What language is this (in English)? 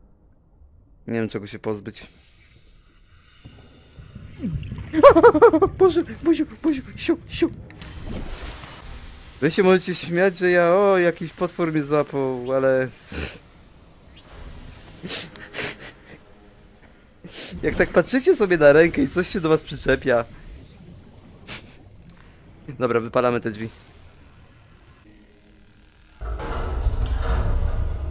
Polish